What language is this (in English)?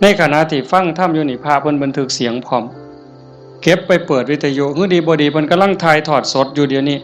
Northeastern Thai